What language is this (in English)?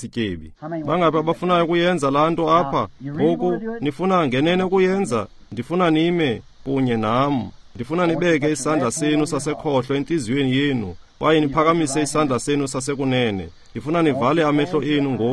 Xhosa